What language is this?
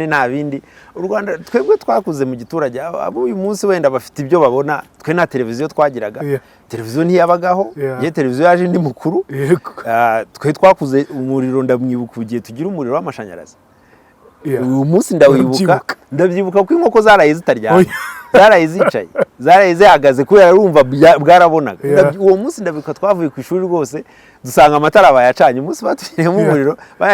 Kinyarwanda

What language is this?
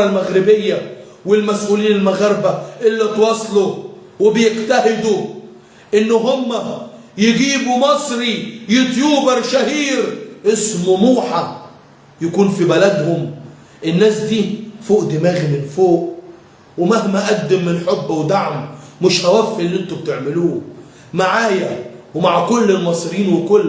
Egyptian Arabic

